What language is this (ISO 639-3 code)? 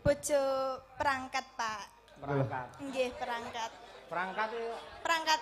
jav